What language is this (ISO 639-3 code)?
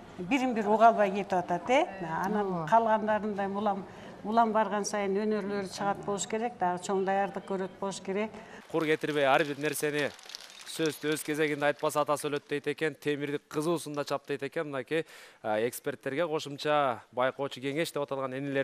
kir